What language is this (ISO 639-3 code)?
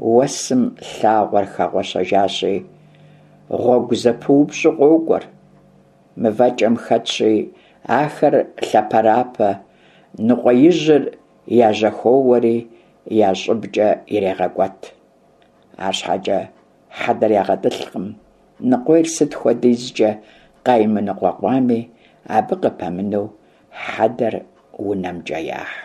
kbd